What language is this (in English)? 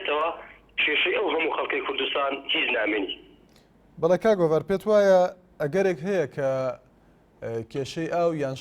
Central Kurdish